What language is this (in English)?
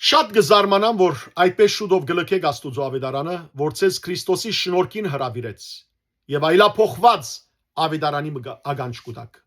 Western Armenian